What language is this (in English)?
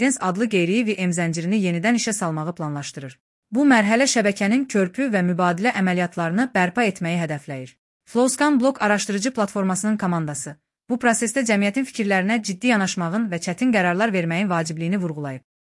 Azerbaijani